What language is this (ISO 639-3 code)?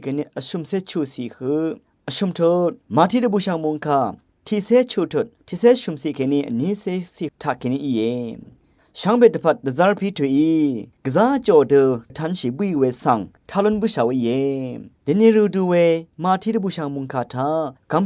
raw